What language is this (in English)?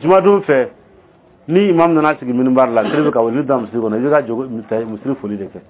Dyula